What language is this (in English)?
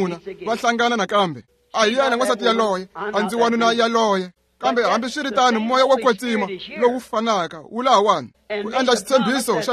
Tsonga